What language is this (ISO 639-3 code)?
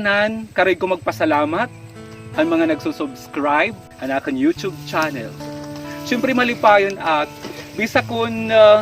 war